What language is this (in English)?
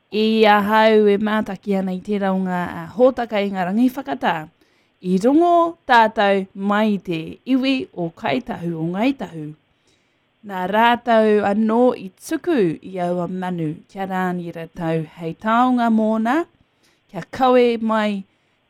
Māori